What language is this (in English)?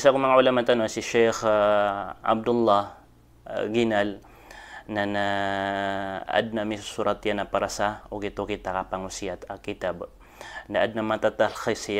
Maranao